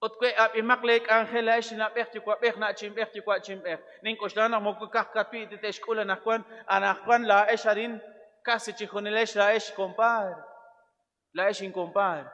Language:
Kekchí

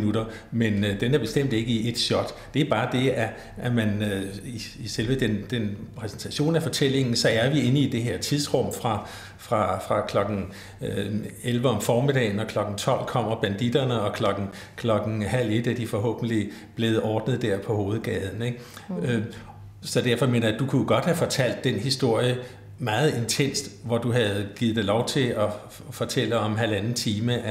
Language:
Danish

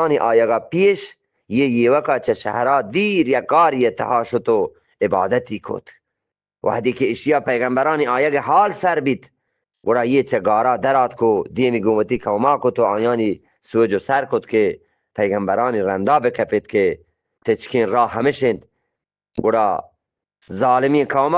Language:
Eastern Balochi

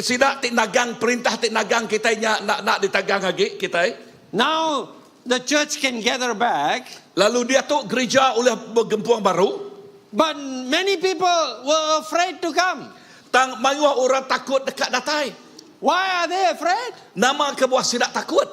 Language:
Iban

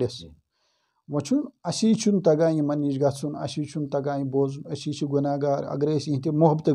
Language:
Kashmiri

